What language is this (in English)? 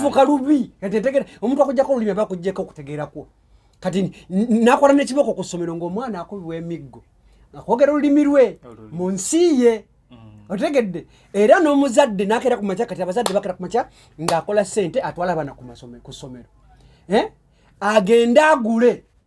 Ganda